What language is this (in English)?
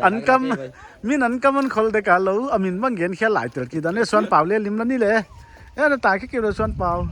Paite Chin